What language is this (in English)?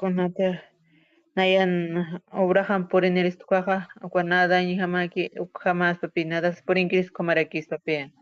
Aymara